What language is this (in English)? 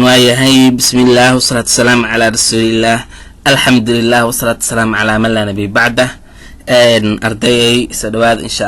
Somali